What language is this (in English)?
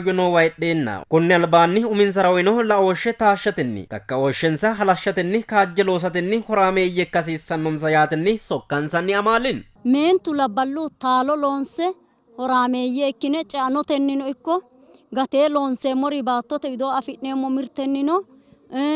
Sidamo